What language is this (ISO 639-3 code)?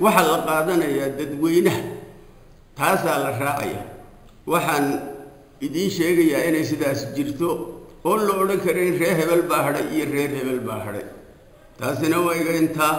som